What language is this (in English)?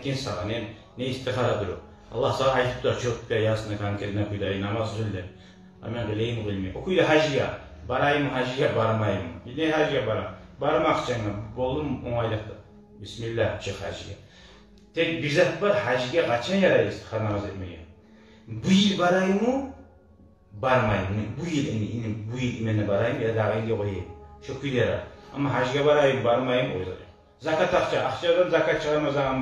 Kumyk